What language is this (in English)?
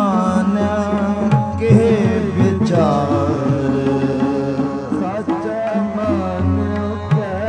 Punjabi